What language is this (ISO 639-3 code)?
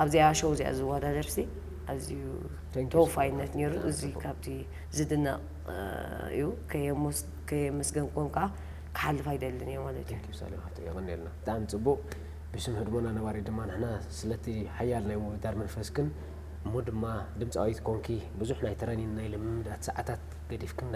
tir